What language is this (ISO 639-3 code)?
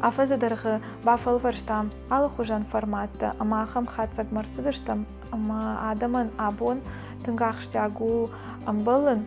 oss